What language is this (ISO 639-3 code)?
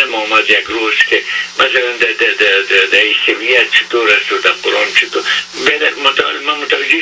fas